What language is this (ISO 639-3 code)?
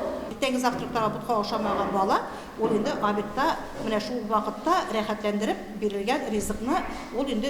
tat